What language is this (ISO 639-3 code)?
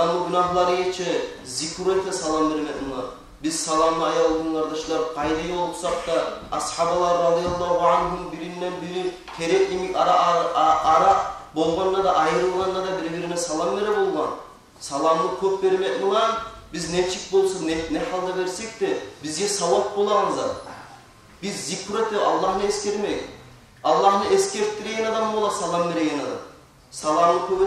kum